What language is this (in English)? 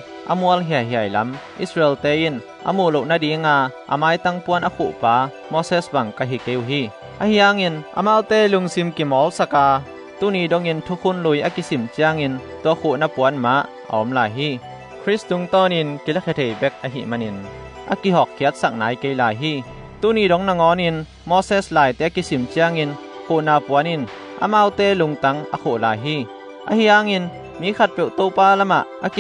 Tedim Chin